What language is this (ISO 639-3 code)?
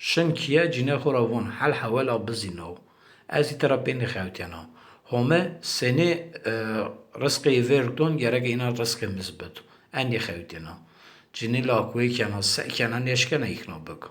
zza